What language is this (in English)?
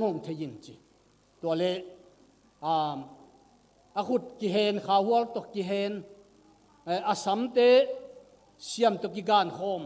Tedim Chin